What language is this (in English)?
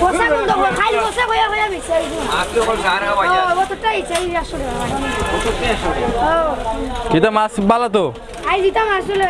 Sylheti